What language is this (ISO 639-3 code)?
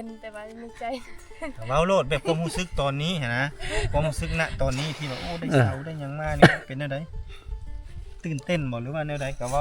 lao